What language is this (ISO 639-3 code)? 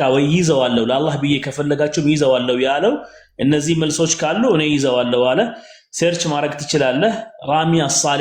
amh